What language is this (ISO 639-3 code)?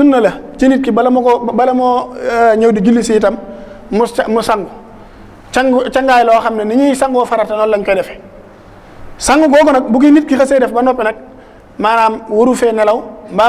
wol